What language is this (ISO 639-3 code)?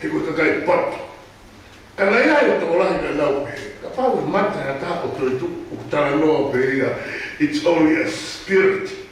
ton